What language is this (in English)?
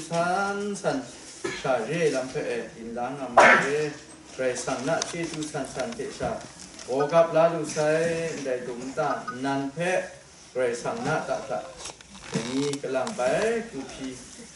Kachin